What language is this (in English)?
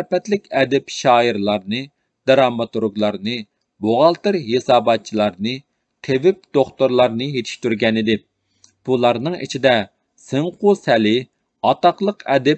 Uyghur